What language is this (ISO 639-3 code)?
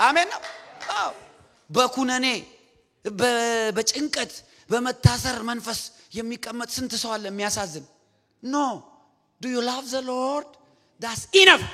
amh